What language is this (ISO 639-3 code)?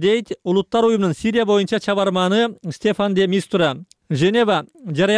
kir